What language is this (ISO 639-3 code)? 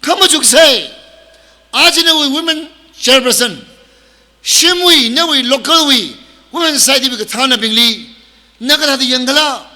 nmf